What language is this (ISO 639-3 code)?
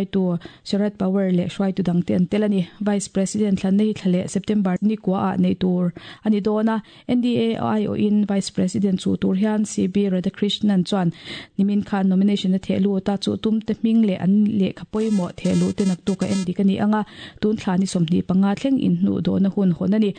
lus